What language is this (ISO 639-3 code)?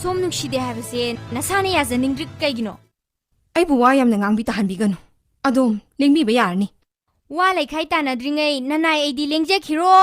mni